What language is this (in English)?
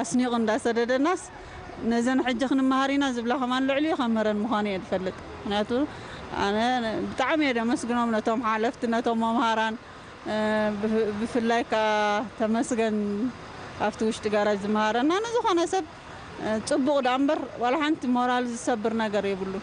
Tigrinya